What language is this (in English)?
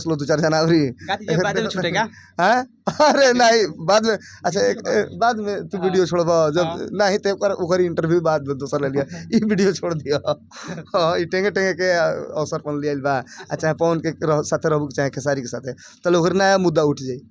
Bhojpuri